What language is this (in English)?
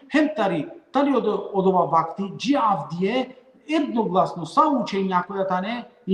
Balkan Romani